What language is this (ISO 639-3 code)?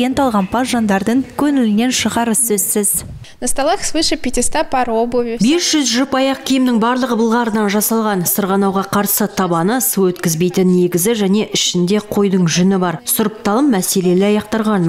kaz